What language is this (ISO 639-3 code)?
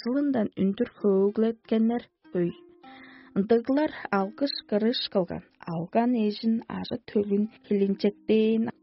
tyv